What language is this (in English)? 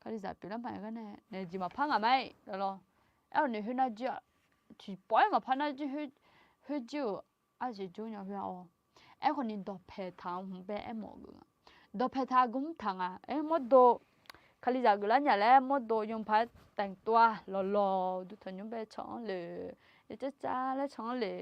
Akha